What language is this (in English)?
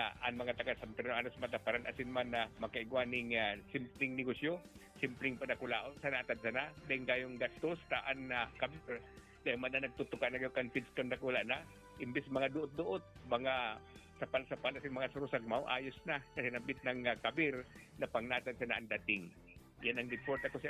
Bikol